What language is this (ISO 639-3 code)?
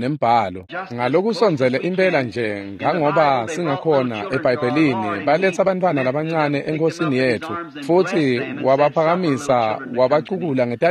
ssw